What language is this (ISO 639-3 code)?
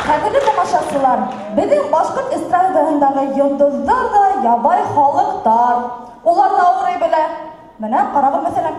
bak